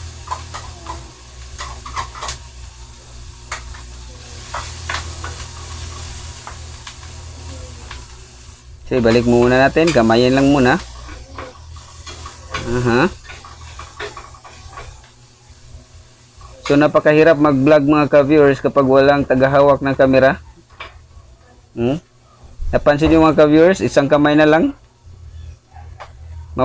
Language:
Filipino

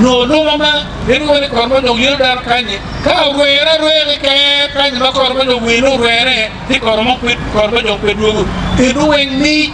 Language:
Acoli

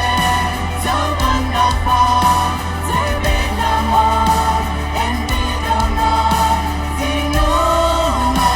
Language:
Plautdietsch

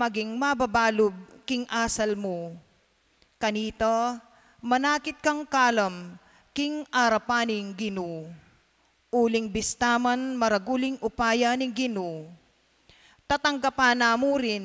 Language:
Pampanga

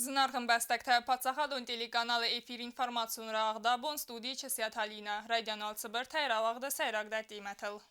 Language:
Ossetic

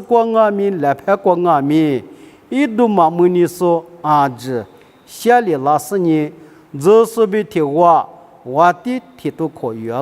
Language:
Lisu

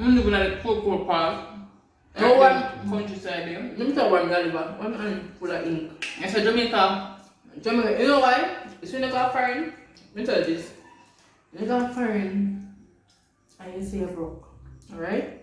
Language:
Jamaican Creole English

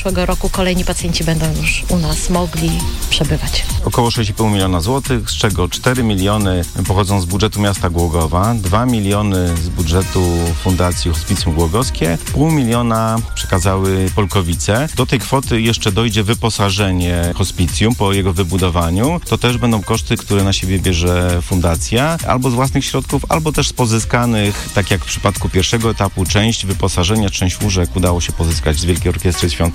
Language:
Polish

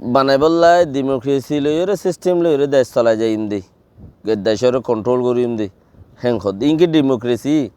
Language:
Rohingya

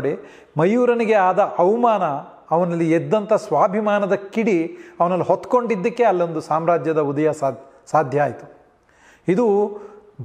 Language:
Kannada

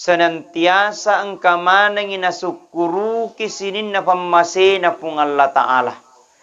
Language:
Buginese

